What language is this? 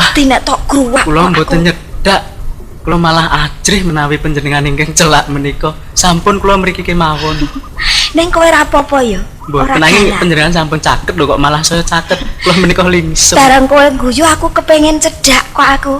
Javanese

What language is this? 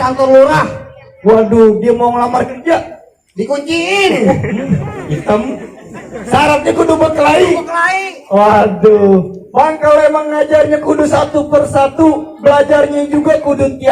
Betawi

